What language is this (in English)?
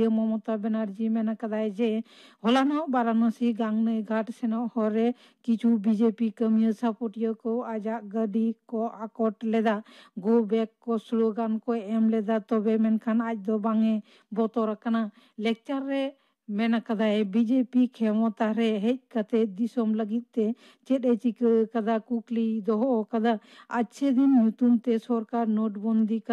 Santali